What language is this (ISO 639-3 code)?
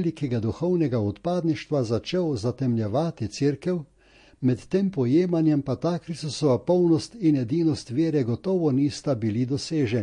slv